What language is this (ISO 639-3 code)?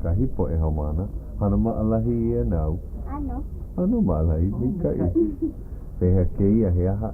haw